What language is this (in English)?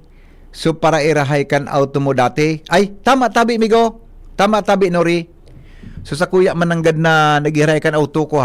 Bikol